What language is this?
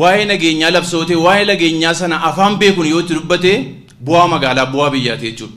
Oromo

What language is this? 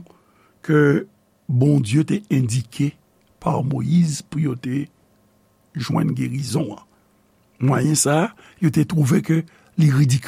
Haitian Creole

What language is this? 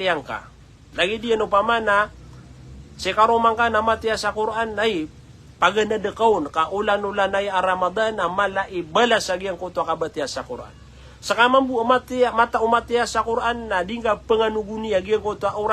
Maranao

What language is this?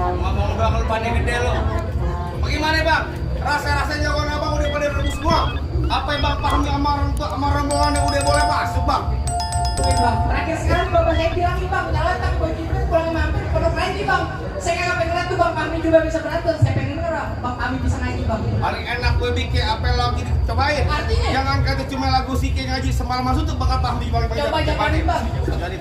Betawi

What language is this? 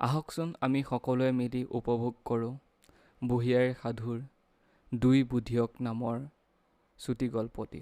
Assamese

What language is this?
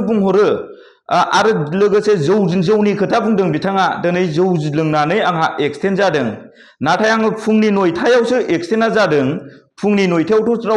Bodo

